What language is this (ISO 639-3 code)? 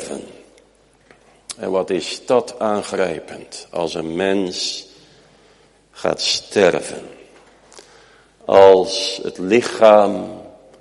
nld